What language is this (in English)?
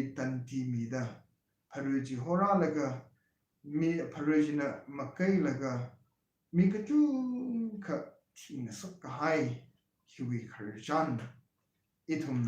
Tangkhul Naga (India)